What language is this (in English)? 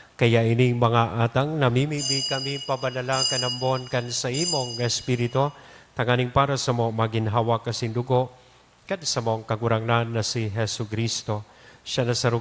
Bikol